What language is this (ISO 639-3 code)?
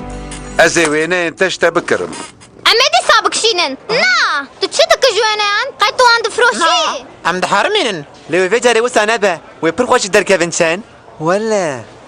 kur